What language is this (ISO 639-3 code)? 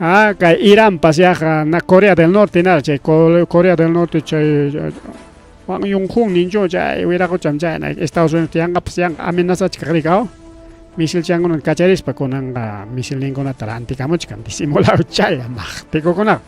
quy